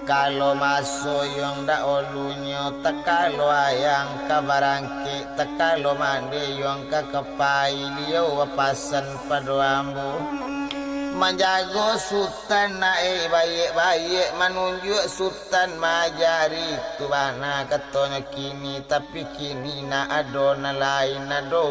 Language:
Minangkabau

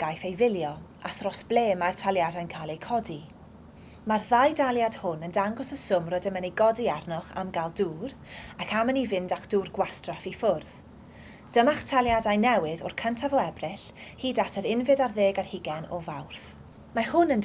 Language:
Welsh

